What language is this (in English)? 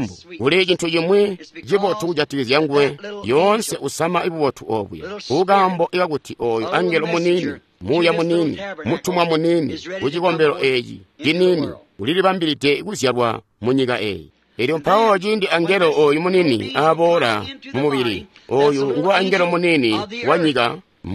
Tonga (Zambia)